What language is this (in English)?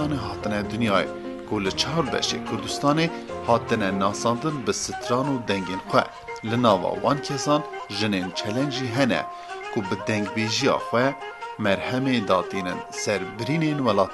Kurdish